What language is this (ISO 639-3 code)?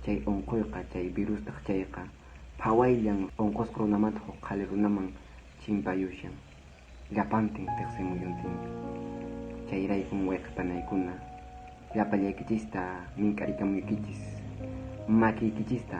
que